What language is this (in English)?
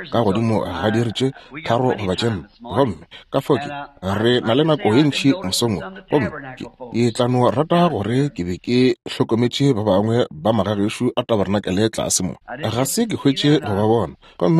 Northern Sotho